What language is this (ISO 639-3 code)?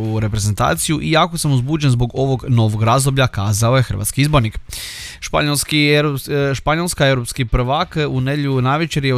hrv